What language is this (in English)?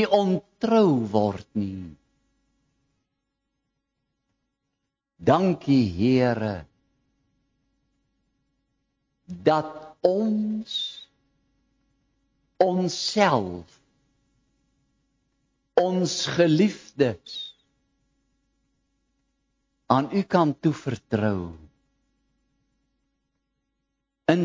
Afrikaans